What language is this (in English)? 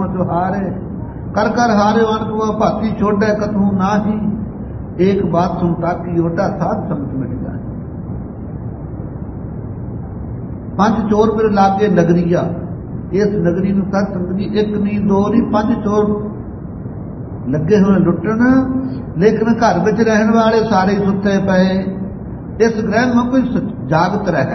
Punjabi